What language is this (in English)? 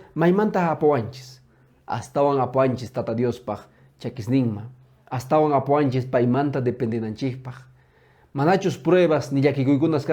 Quechua